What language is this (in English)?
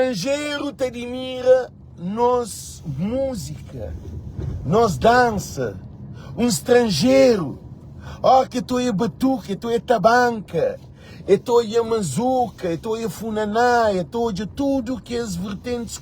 Kabuverdianu